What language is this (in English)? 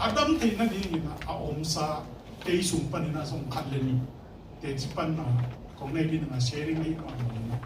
Tedim Chin